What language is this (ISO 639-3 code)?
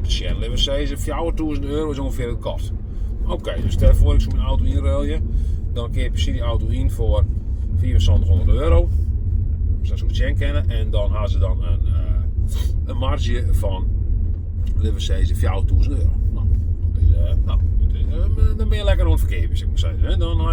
fry